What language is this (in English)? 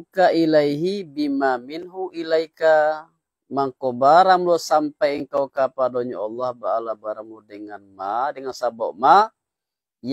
Minangkabau